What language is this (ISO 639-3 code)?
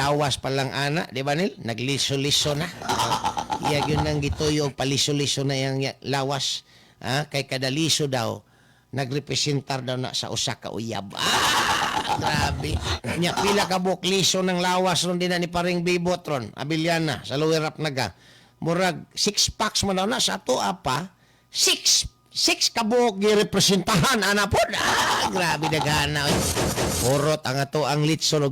ceb